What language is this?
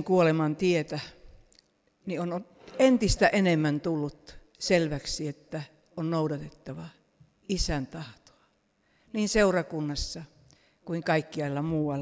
Finnish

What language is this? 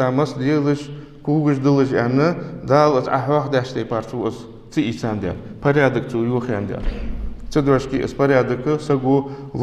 Ingush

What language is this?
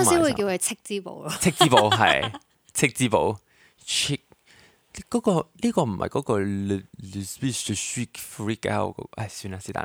Cantonese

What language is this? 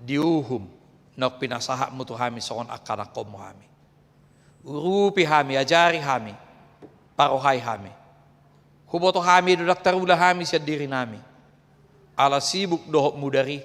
Batak Toba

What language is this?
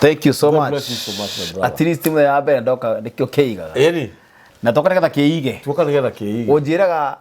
Kikuyu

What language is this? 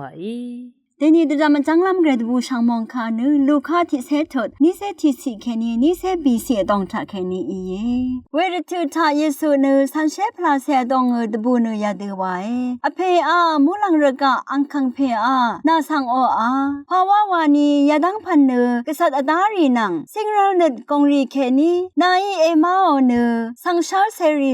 Rawang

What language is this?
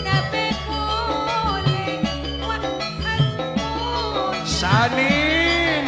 Madurese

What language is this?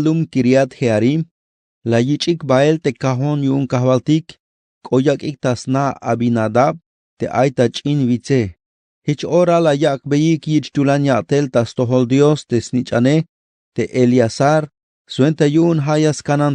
Tzeltal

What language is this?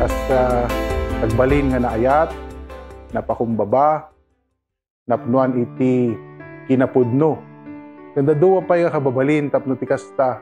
Iloko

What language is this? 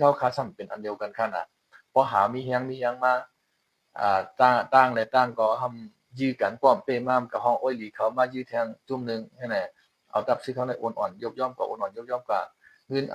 Shan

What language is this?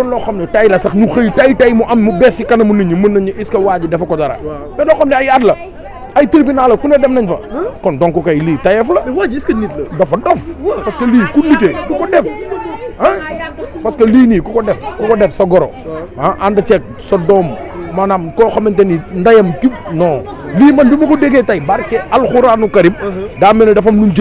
Wolof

